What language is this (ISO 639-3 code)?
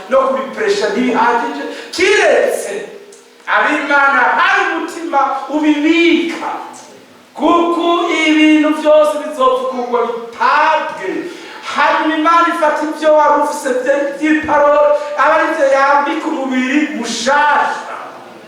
run